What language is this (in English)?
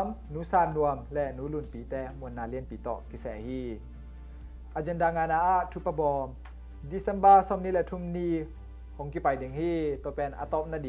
Tedim Chin